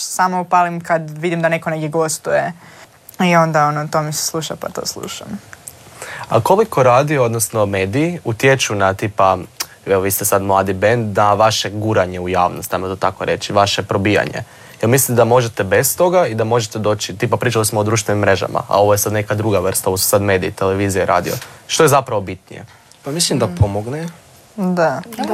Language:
Croatian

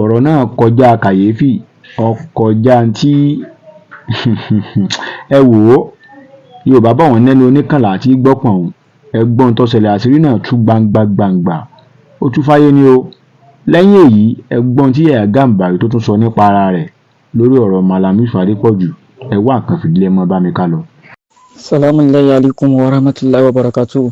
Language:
Yoruba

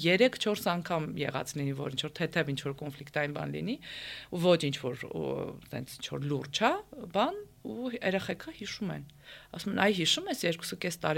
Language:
Armenian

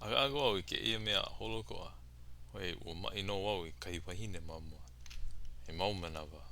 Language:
Hawaiian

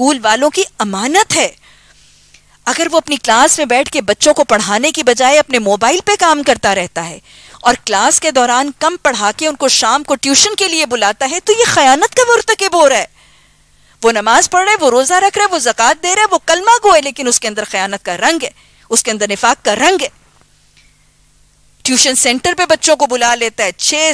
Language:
Urdu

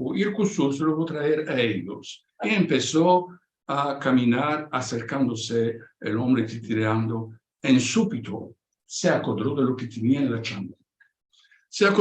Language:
Ladino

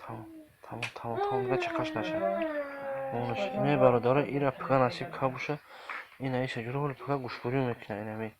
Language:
Tajik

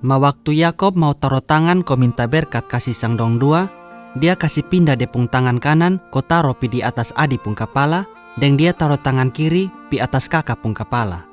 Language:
Kupang Malay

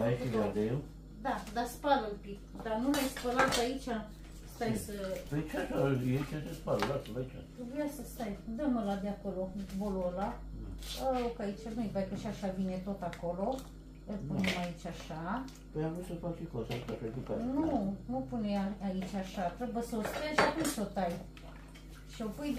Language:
Romanian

